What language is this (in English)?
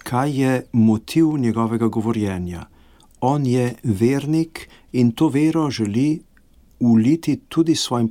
Slovenian